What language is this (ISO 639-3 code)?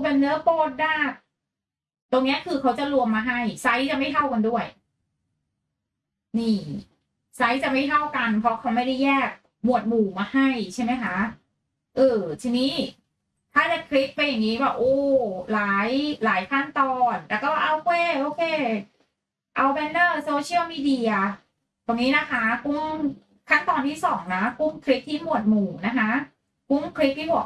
tha